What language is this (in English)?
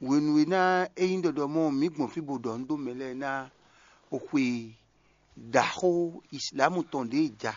Fon